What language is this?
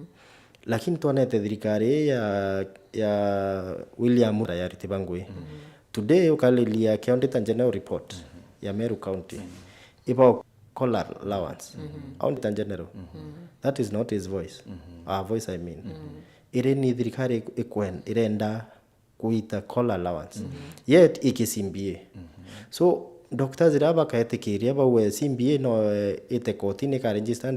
Meru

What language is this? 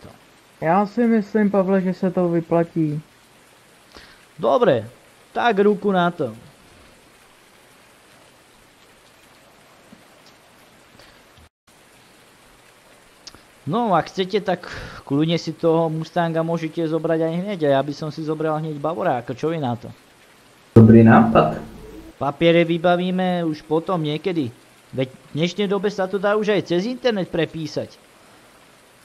Slovak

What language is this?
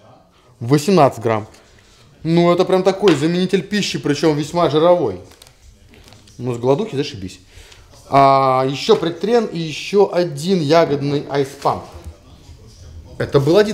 Russian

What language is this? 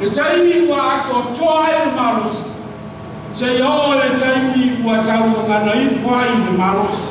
Samoan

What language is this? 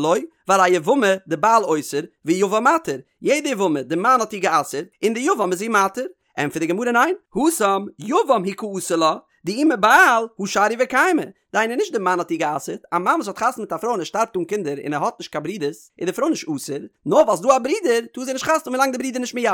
Yiddish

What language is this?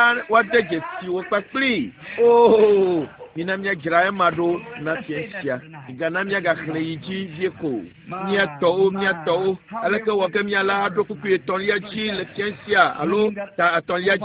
Ewe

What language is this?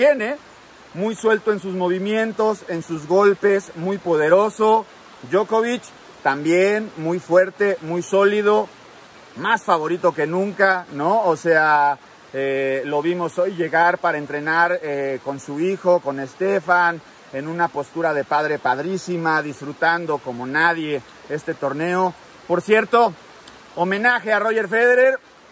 Spanish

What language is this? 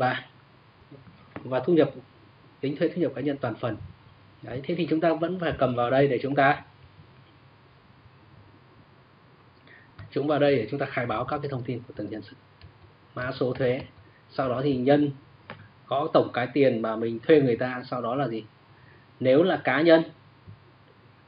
Vietnamese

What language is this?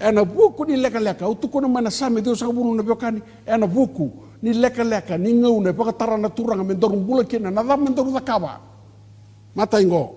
Fijian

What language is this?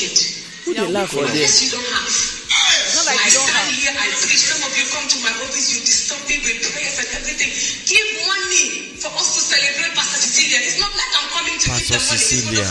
Nigerian Pidgin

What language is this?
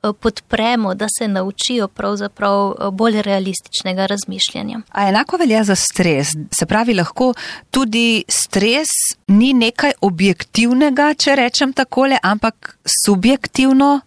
Slovenian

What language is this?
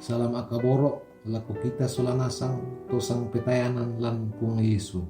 Toraja-Sa'dan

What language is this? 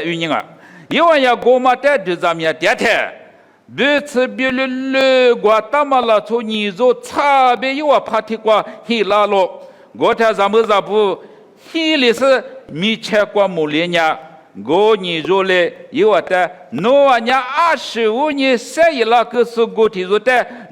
Lisu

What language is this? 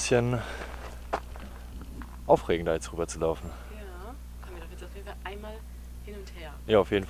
German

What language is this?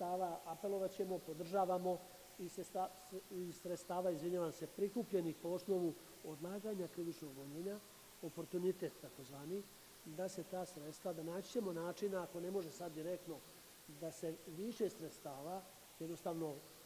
Serbian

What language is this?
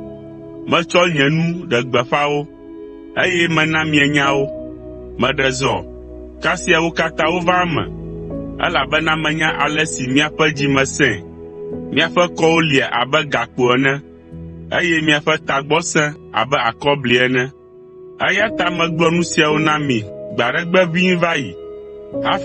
Ewe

